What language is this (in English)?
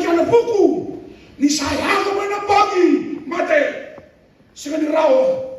Fijian